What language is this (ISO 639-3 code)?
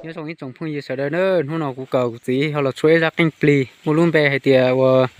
hmn